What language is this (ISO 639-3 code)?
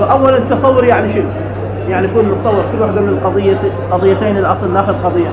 acm